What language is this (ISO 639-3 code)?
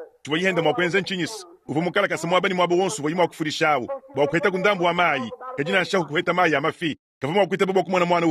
lua